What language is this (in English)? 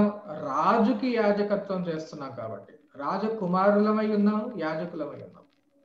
Telugu